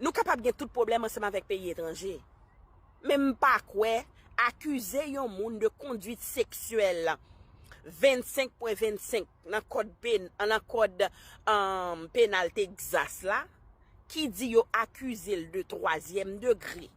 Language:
Haitian Creole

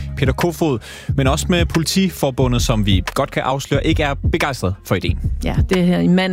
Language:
Danish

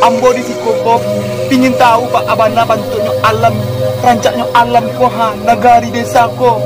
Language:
Minangkabau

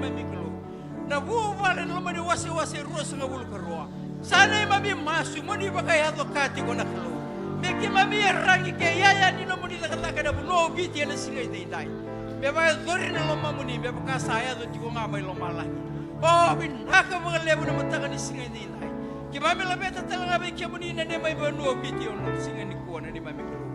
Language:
Fijian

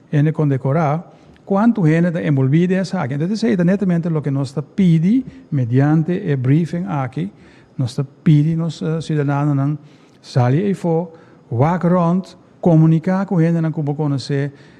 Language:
Papiamento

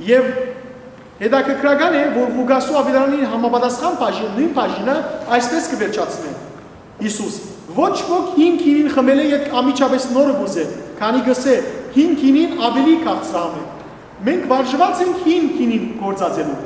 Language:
Western Armenian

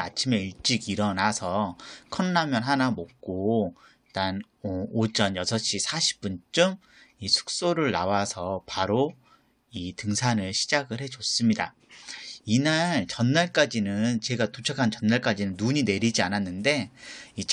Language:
Korean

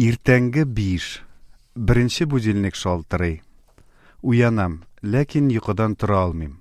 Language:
Tatar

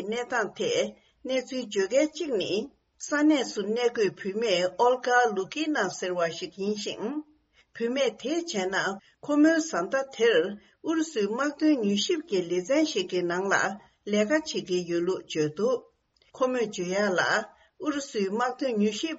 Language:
Tibetan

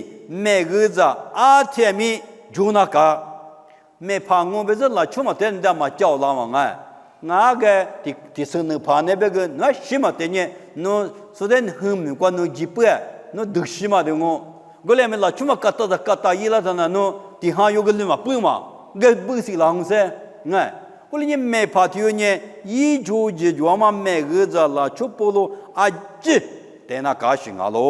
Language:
Lisu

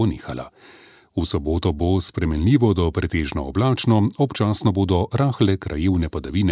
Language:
Slovenian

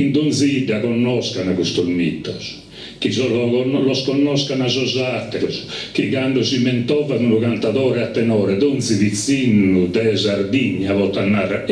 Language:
Sardinian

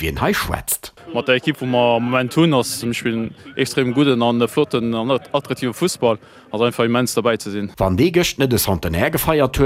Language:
Luxembourgish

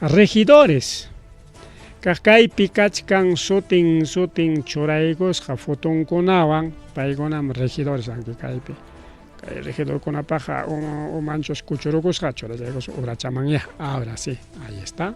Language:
Ayacucho Quechua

